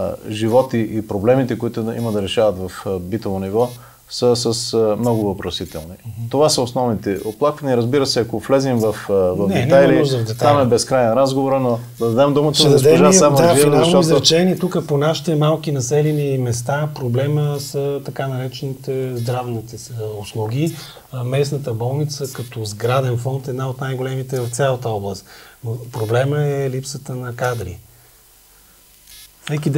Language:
Bulgarian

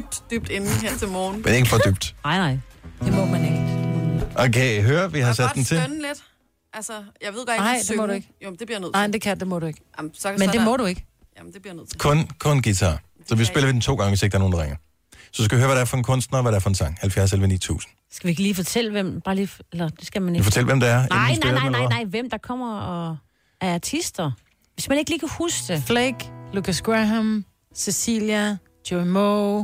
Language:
Danish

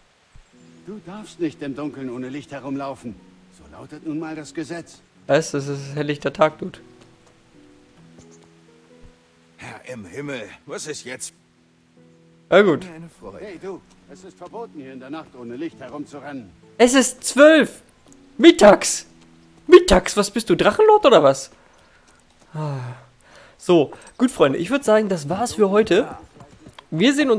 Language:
German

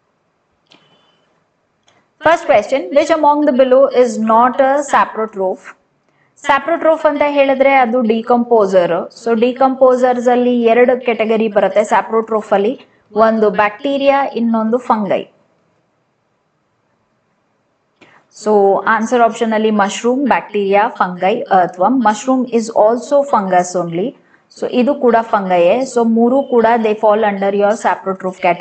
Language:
Kannada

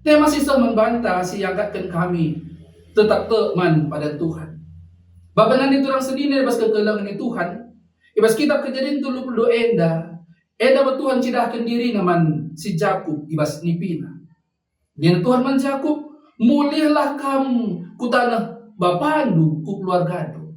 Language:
Batak Karo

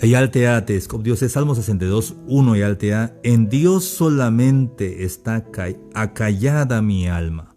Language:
Tzeltal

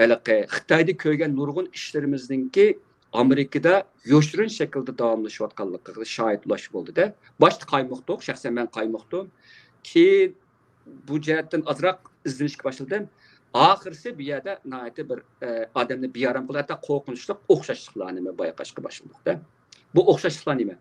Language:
Uyghur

